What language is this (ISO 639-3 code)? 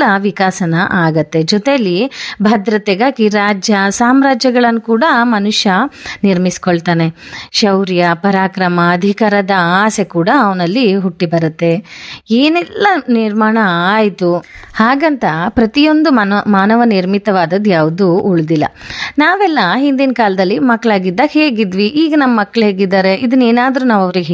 kan